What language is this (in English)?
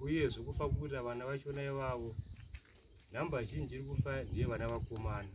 Shona